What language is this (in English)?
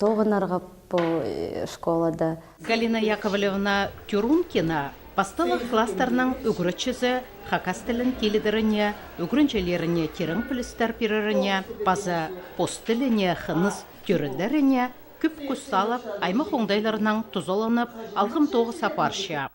Khakas